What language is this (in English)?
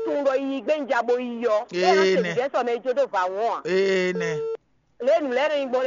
Fon